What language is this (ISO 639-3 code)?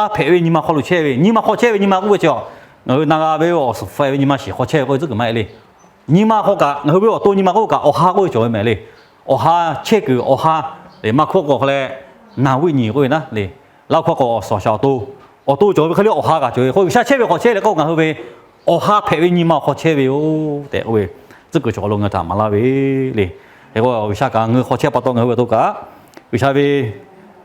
lhu